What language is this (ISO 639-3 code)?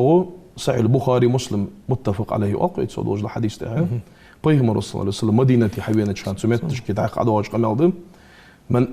inh